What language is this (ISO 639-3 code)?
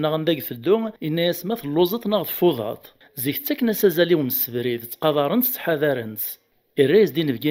kab